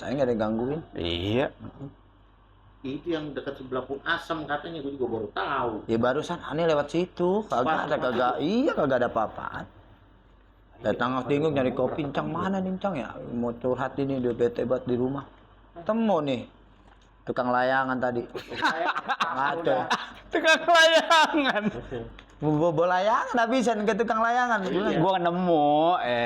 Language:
Betawi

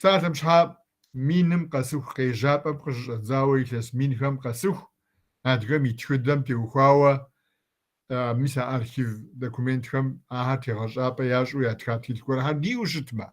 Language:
Kabardian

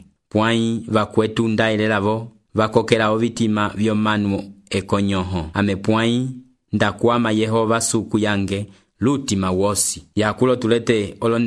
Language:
Umbundu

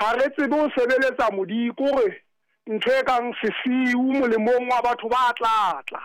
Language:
Southern Sotho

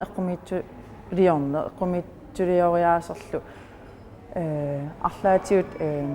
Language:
Kalaallisut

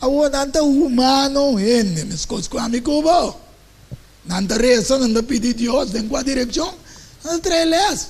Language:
Papiamento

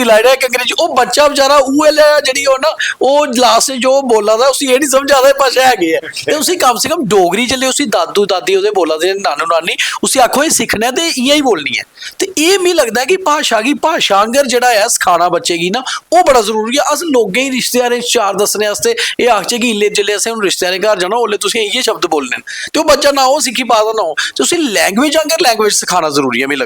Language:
Dogri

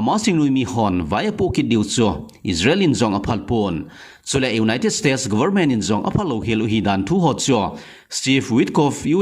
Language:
Thado Chin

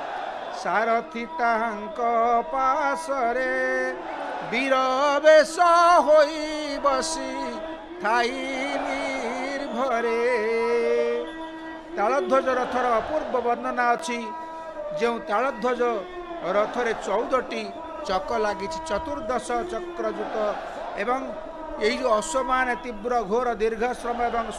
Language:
Odia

